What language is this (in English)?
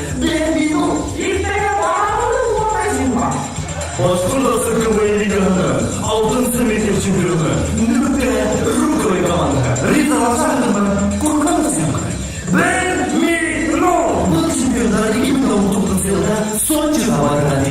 Bashkir